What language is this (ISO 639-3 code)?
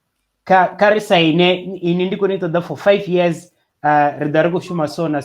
ven